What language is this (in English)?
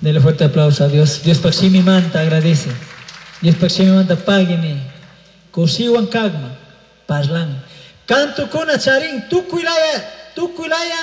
Chimborazo Highland Quichua